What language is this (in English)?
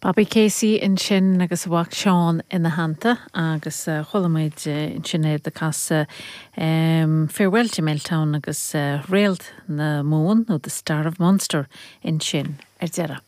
Irish